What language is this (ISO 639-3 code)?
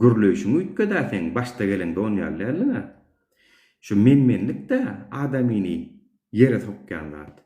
tuk